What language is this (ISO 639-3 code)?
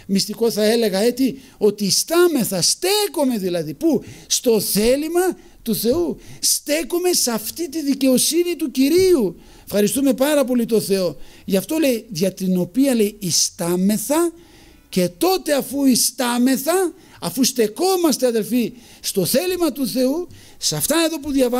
ell